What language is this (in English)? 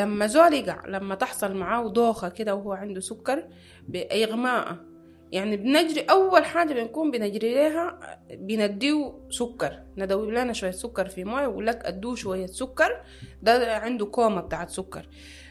Sudanese Arabic